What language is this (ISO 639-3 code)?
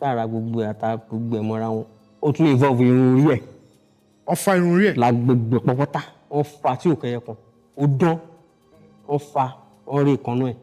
yor